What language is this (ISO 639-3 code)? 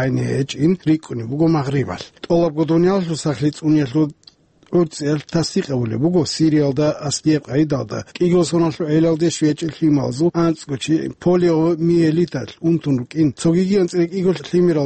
ava